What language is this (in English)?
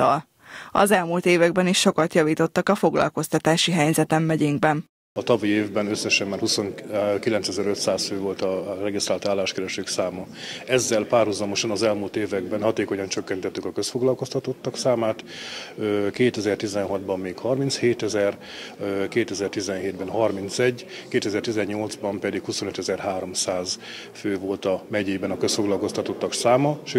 Hungarian